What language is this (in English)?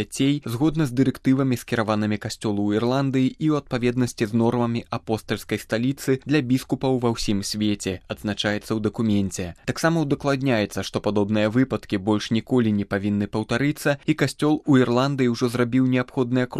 Belarusian